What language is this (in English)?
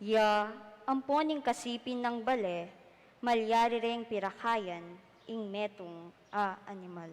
Pampanga